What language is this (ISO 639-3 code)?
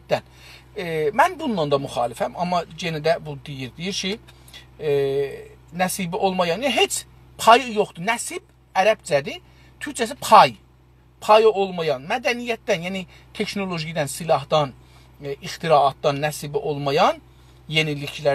azb